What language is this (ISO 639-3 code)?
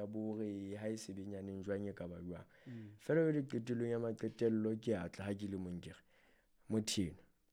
sot